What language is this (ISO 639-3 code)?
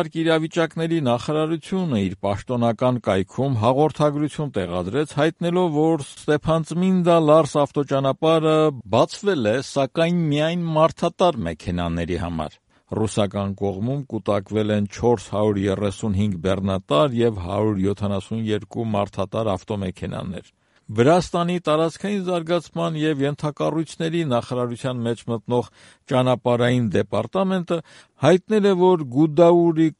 hye